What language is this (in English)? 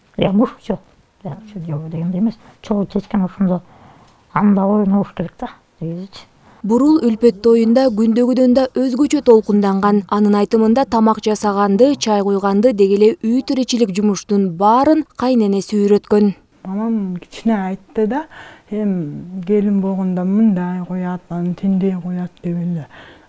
Kyrgyz